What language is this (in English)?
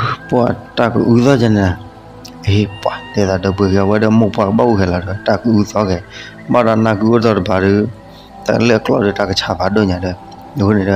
S'gaw Karen